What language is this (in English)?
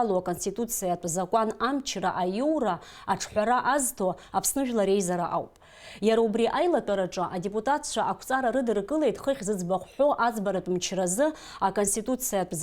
Abkhazian